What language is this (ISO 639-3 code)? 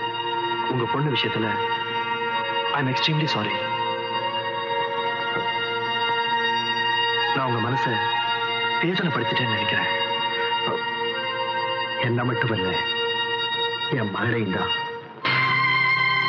tam